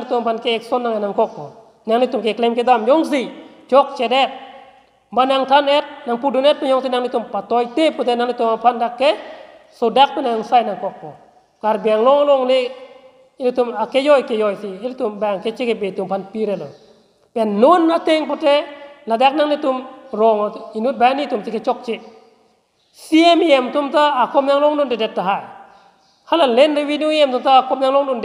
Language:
Karbi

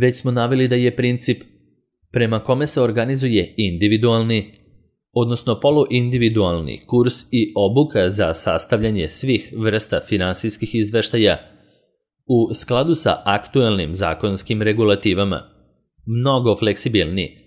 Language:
Serbian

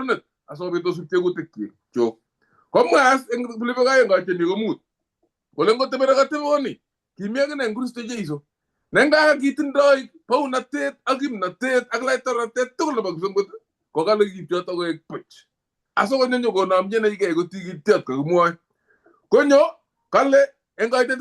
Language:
Kalenjin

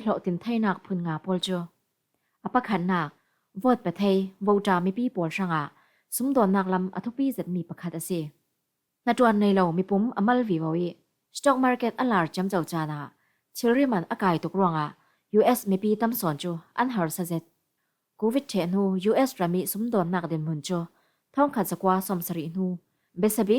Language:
Falam Chin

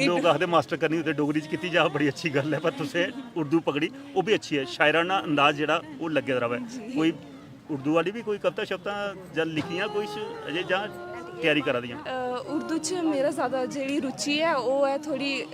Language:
Dogri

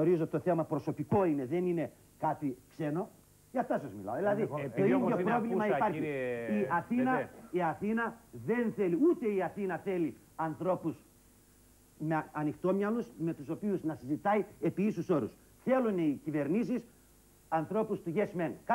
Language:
Greek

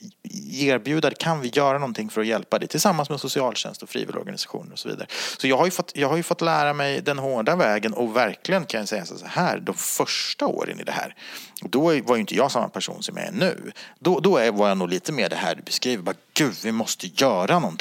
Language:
Swedish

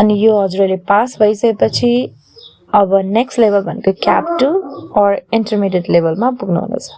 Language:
Nepali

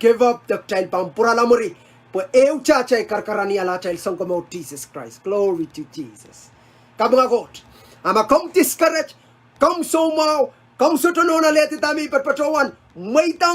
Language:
Pohnpeian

